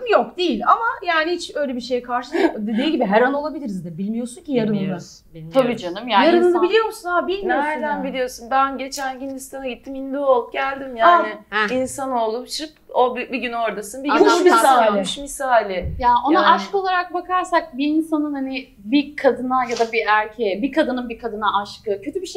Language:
Turkish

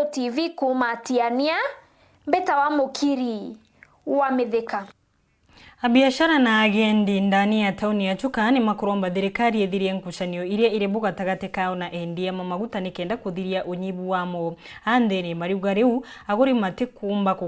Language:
Meru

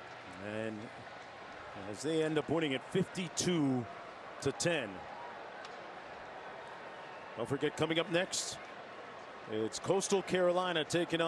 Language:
English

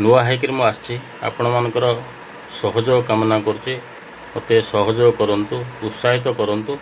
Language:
Odia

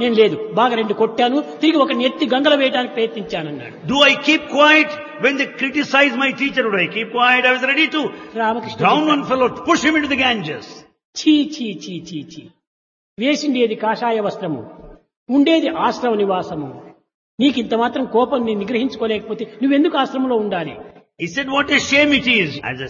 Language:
Telugu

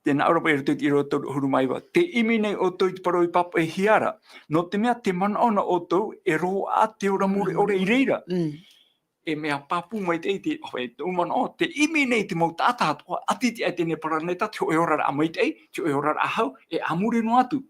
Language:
Tahitian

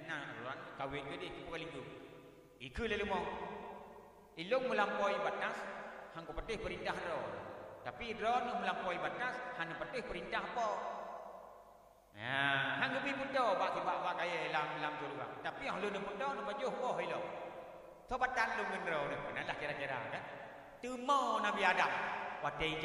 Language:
Achinese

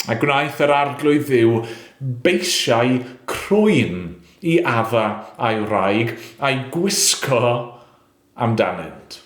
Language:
Welsh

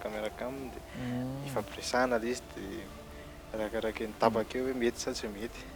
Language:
Malagasy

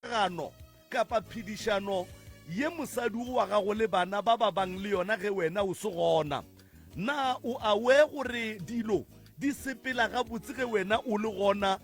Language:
Northern Sotho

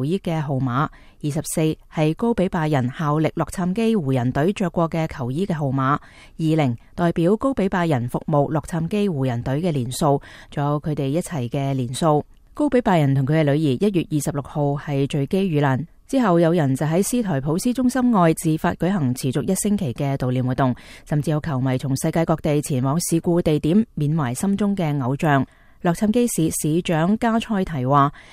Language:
Cantonese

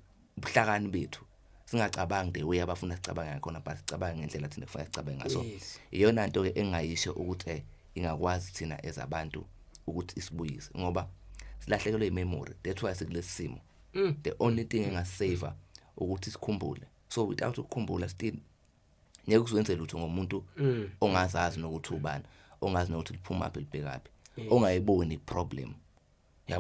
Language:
Zulu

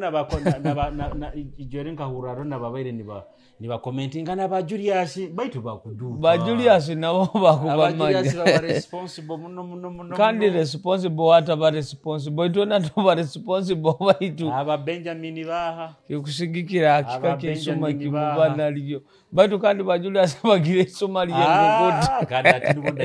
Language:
Nyoro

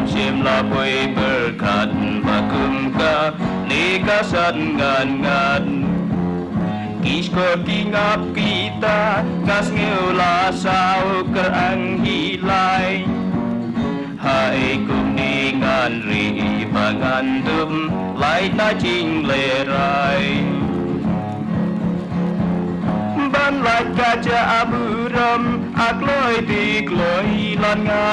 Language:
Khasi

